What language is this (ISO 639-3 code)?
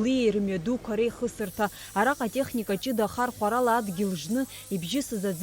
abk